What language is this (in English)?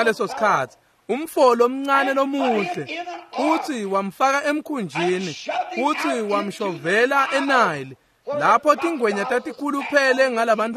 Swati